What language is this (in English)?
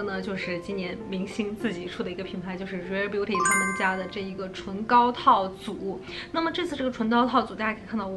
Chinese